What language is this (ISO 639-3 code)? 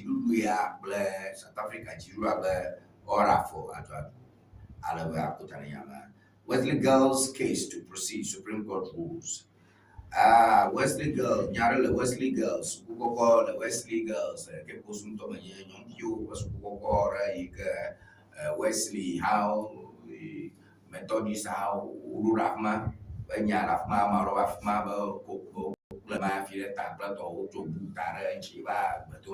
ewe